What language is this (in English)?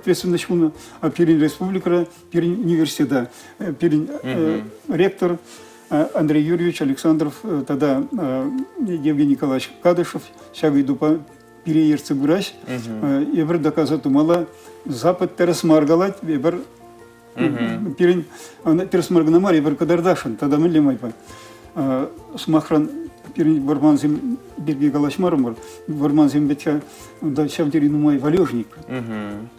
Chuvash